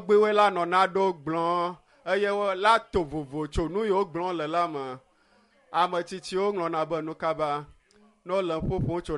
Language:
Ewe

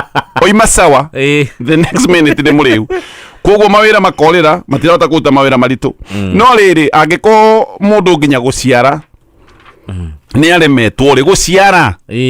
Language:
Kikuyu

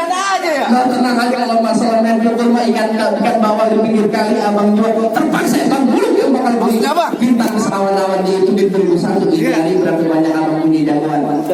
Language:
Betawi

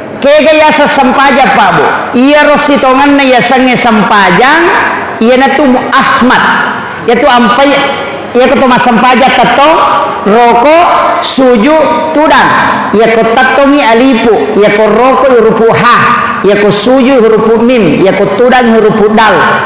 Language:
Buginese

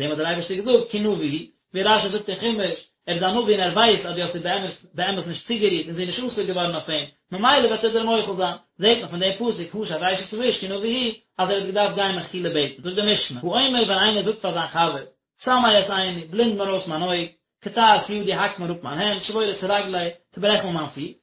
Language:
Yiddish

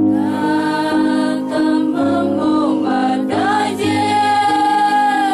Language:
Central Mnong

